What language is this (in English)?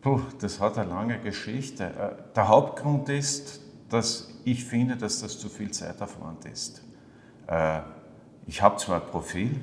Swiss German